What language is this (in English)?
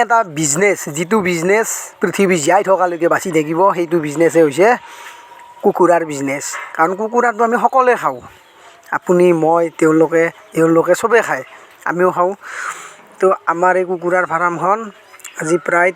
Assamese